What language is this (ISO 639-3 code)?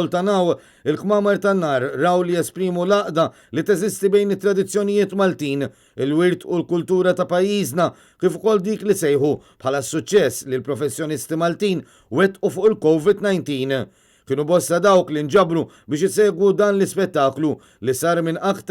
mlt